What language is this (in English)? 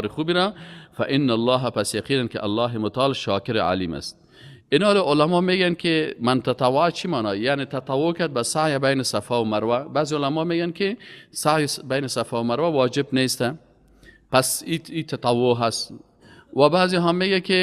Persian